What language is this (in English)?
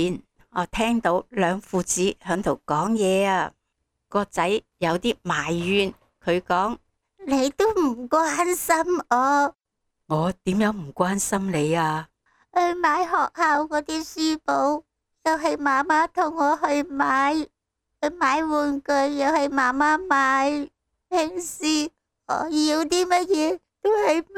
Cantonese